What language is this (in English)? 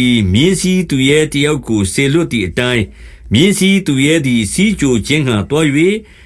Burmese